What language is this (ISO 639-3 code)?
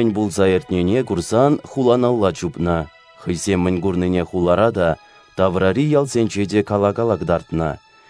chv